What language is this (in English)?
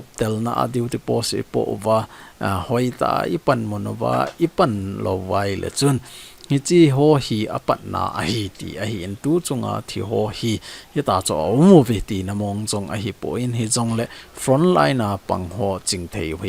Thado Chin